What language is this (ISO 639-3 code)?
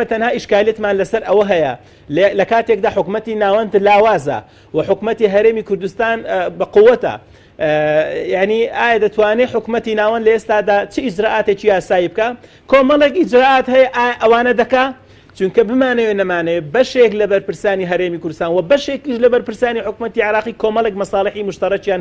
ckb